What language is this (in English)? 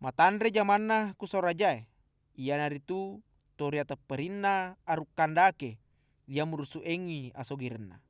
Buginese